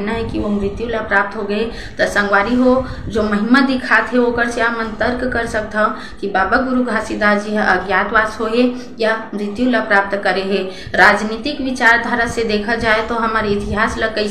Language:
Chhattisgarhi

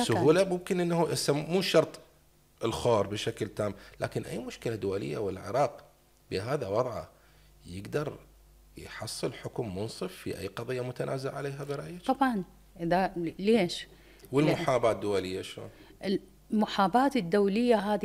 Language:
Mesopotamian Arabic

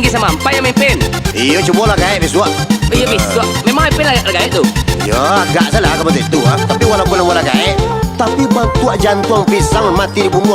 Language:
Minangkabau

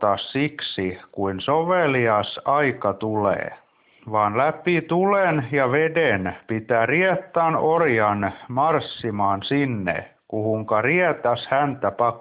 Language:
Finnish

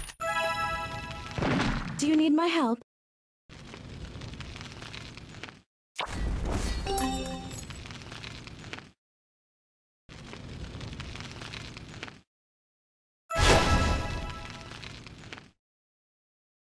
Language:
English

